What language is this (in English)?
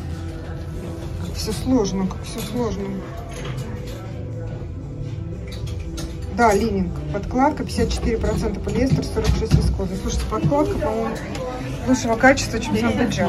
Russian